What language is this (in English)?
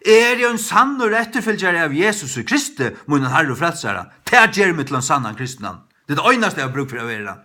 Faroese